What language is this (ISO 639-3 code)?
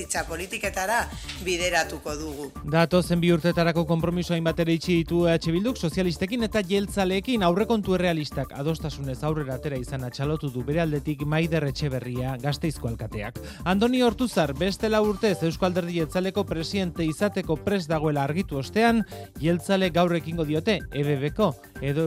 eus